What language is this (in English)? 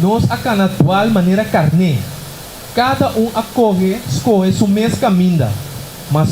Papiamento